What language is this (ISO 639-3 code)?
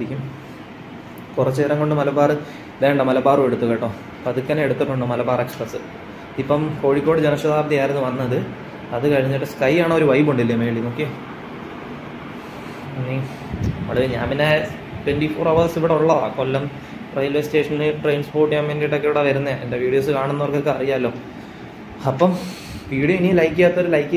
mal